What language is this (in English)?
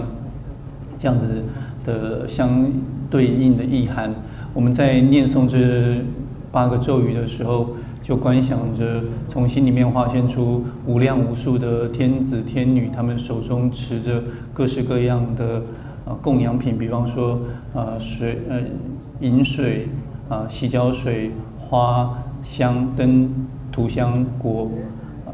Chinese